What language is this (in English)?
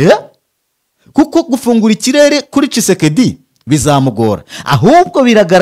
Kinyarwanda